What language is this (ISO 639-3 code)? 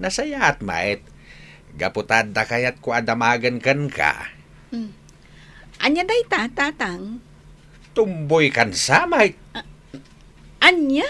ilo